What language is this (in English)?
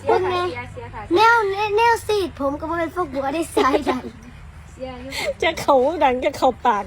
Northeastern Thai